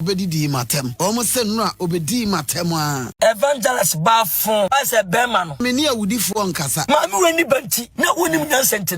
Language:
Akan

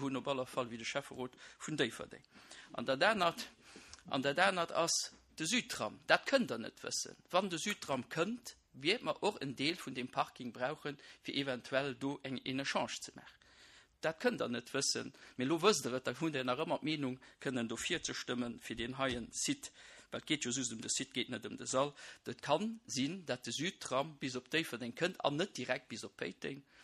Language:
Luxembourgish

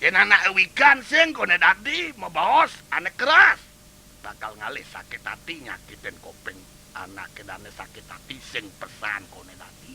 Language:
Balinese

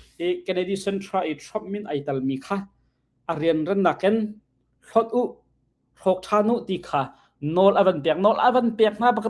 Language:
Hakha Chin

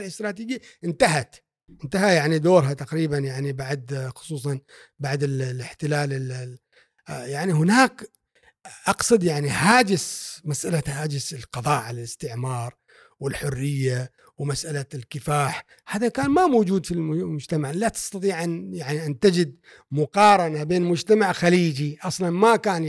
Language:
Gulf Arabic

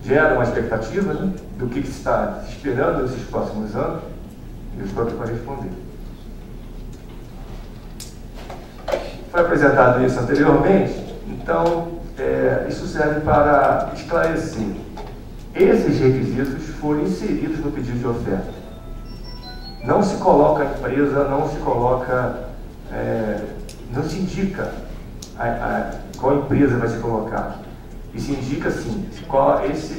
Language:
Portuguese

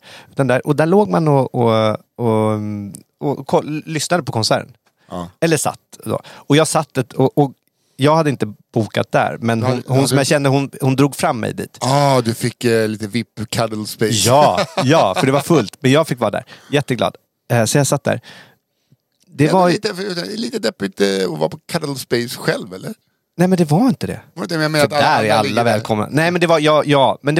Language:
Swedish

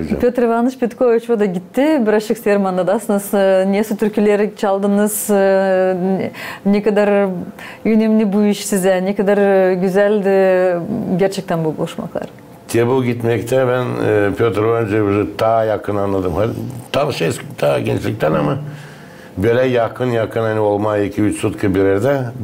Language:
Gagauz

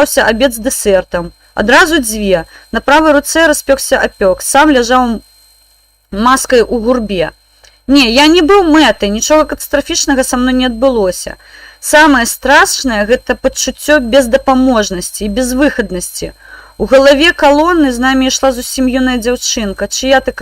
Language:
Belarusian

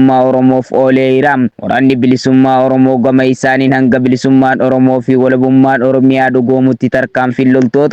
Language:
Oromo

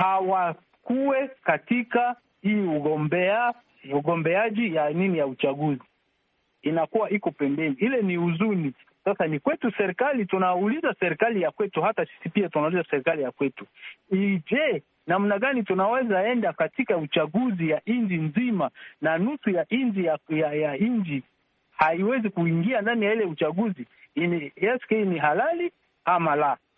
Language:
Swahili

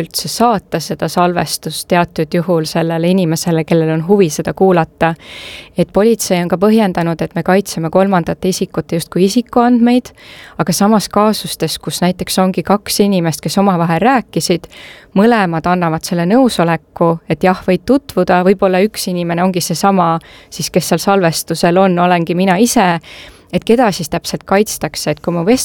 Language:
Estonian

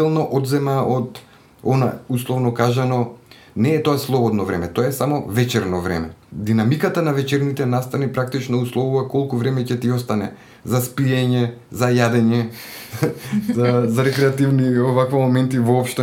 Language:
Macedonian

